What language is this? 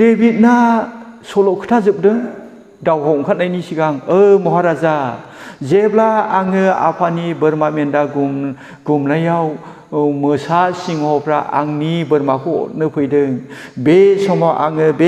Bodo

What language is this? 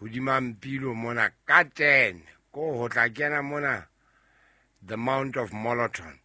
Southern Sotho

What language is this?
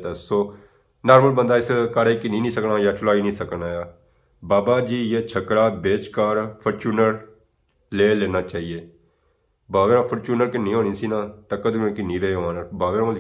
Pahari-Potwari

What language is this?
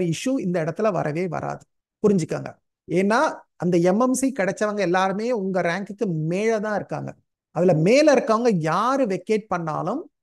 Tamil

